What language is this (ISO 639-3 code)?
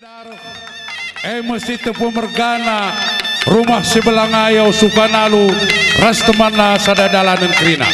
btx